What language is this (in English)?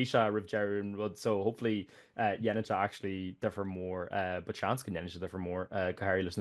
Irish